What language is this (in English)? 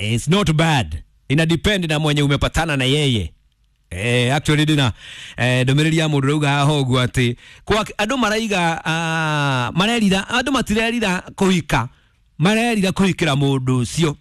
Kikuyu